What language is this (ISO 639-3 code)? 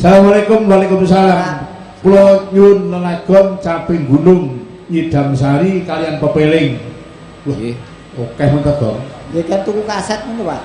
jav